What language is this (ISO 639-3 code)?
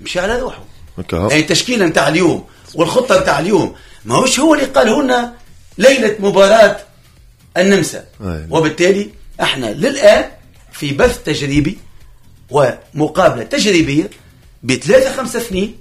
aeb